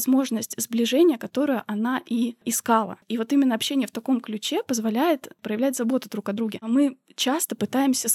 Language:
Russian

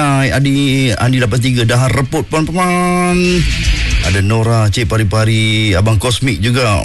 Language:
Malay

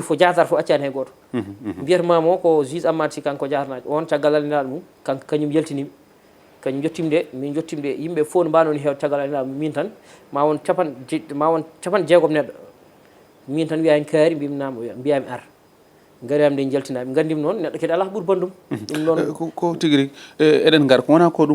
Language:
Fula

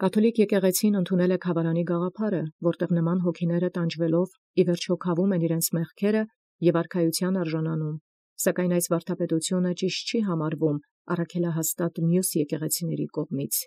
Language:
Armenian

